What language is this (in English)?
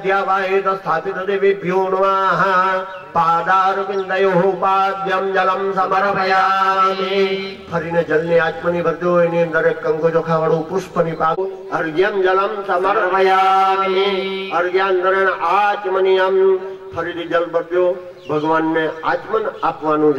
Gujarati